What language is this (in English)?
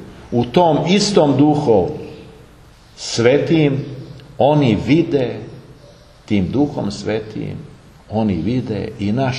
Serbian